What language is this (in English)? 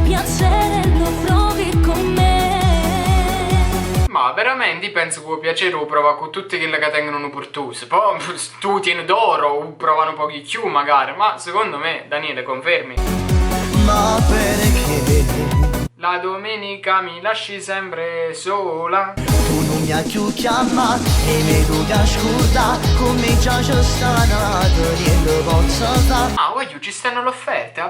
Neapolitan